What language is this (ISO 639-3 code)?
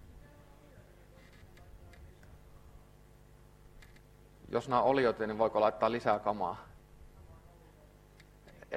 fin